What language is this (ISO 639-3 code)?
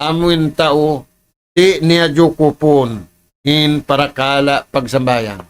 tsg